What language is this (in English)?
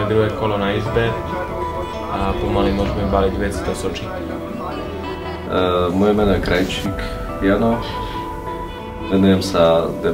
Slovak